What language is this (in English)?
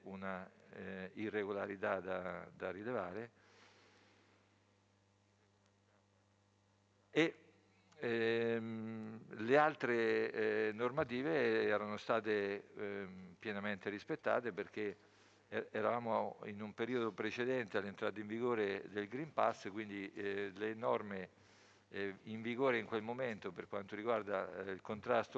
Italian